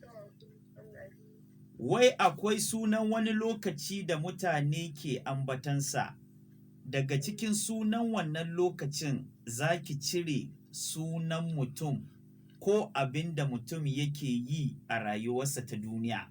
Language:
Hausa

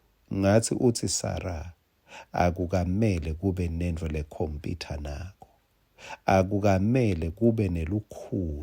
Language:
Swati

